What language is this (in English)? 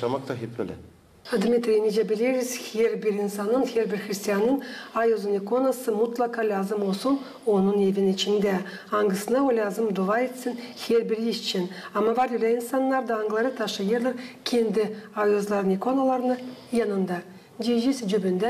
Gagauz